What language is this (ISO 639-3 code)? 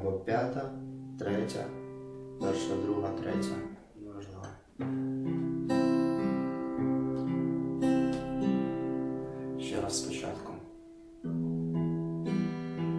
ukr